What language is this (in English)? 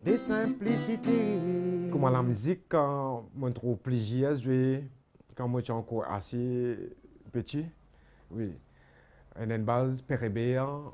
Morisyen